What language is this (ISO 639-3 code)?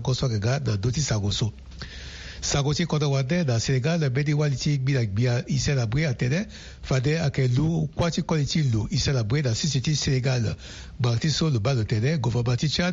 sag